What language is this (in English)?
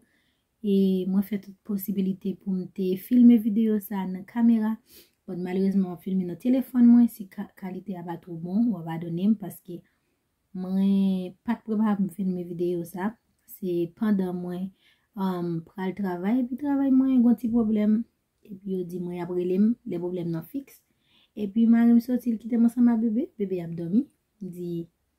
Haitian Creole